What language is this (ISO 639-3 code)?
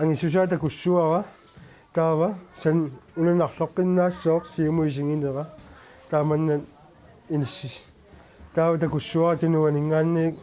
kal